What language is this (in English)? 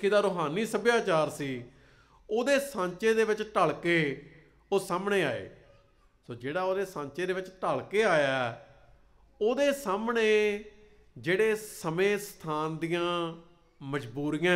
Punjabi